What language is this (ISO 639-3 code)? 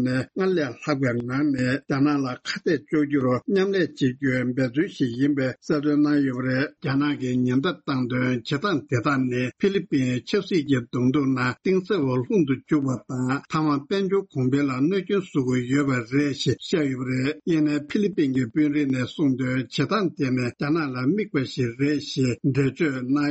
bod